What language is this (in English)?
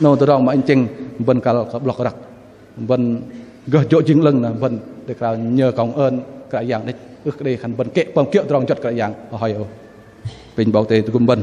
Bahnar